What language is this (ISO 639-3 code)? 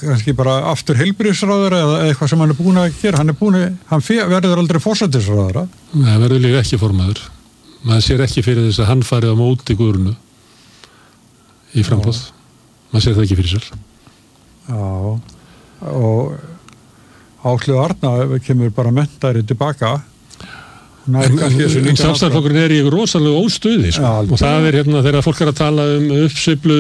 isl